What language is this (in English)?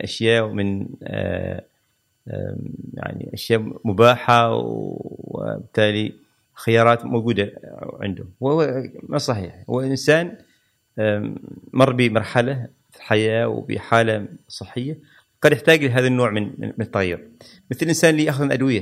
Gulf Arabic